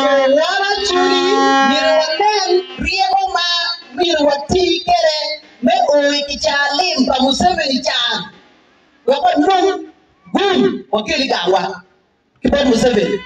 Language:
Acoli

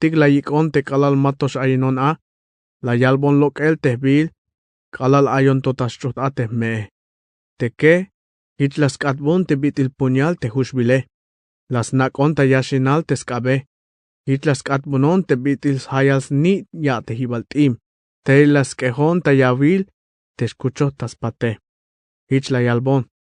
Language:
Tzeltal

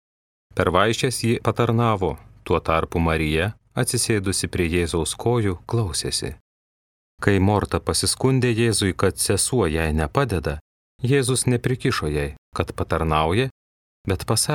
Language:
Lithuanian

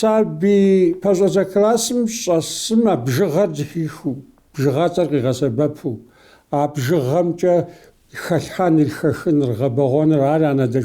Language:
Kabardian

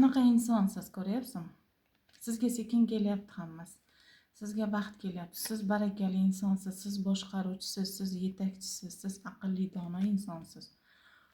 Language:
Uzbek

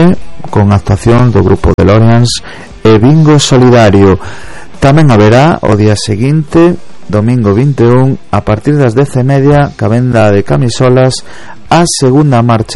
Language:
Galician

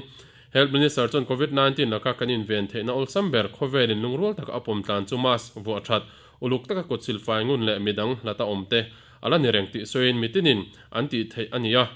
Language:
Mizo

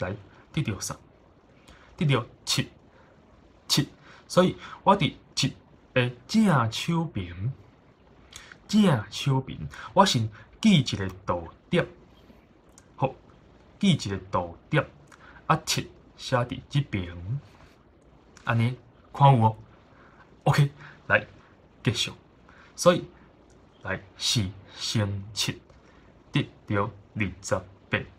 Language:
Min Nan Chinese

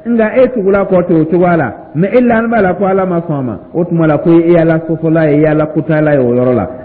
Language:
Dyula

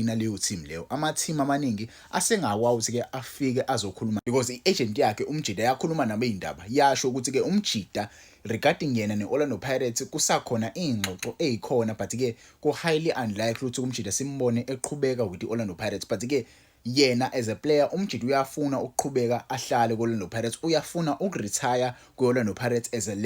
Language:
Zulu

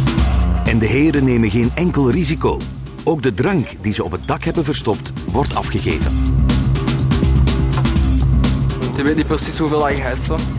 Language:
Dutch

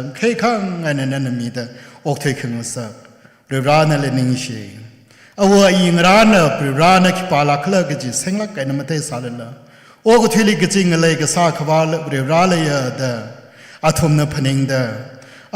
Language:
Tangkhul Naga (India)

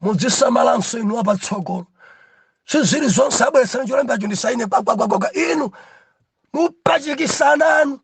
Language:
Nyanja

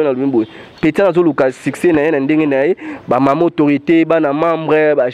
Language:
Lingala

